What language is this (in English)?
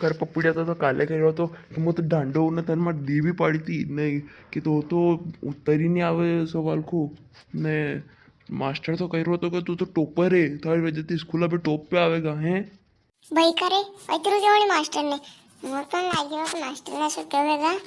Rajasthani